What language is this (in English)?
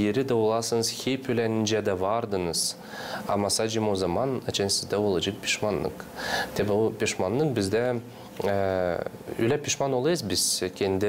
Gagauz